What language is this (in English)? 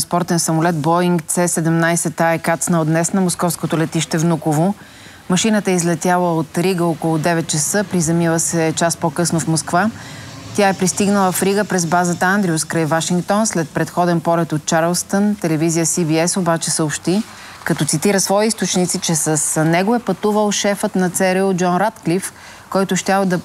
Bulgarian